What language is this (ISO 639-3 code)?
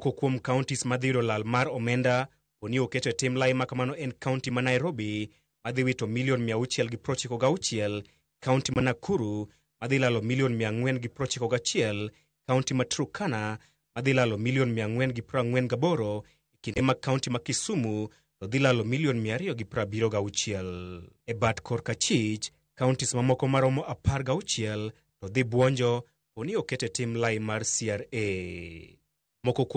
luo